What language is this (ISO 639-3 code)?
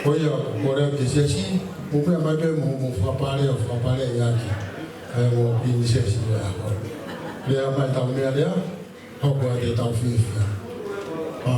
ton